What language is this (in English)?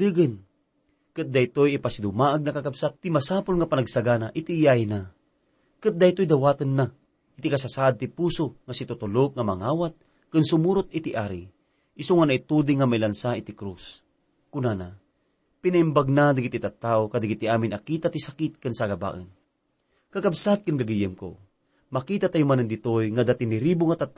Iloko